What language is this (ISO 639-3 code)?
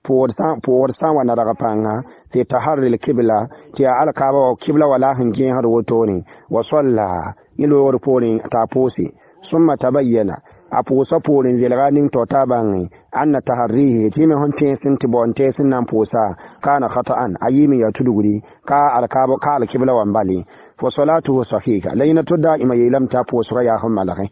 mos